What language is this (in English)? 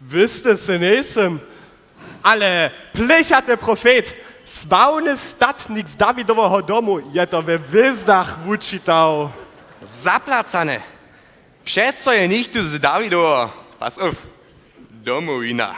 Upper Sorbian